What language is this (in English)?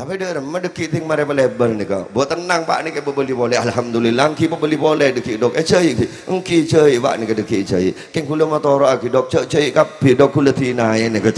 Madurese